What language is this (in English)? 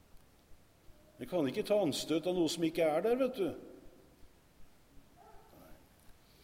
Norwegian